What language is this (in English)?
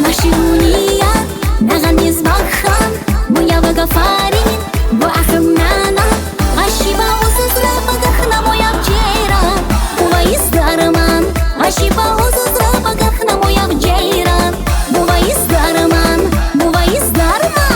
Tabassaran